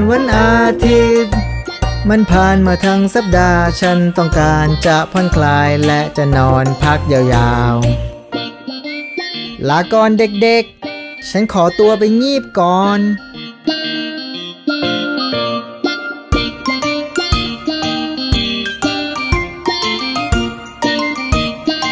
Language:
Thai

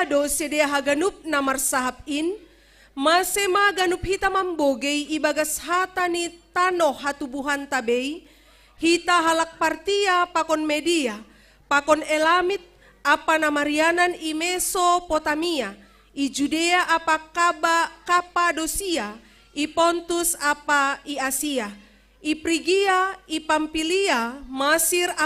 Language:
Batak Simalungun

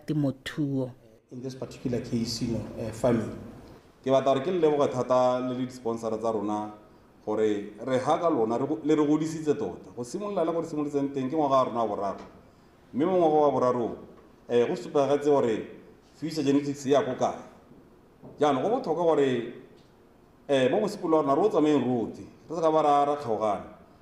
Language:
Tswana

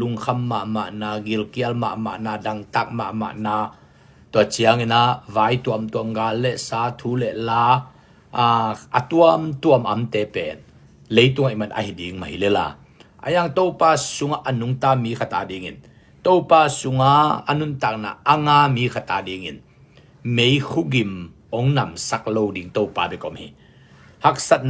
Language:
Tedim Chin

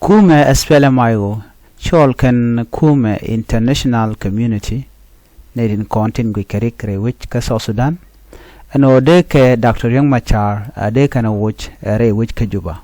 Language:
Nuer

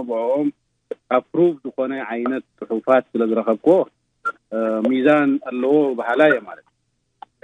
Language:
Tigrinya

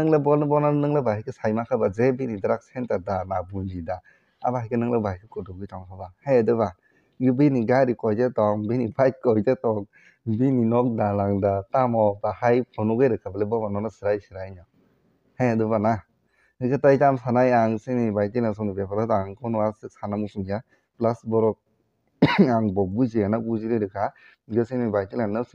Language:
Kok Borok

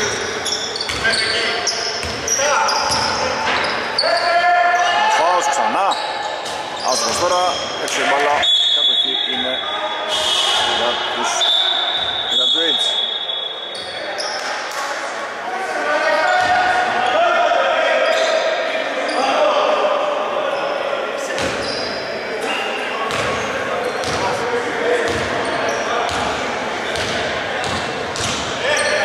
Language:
Greek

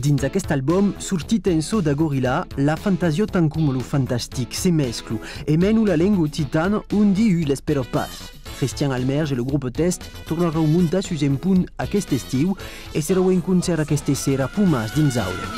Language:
Occitan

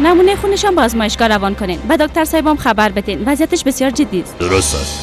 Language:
Persian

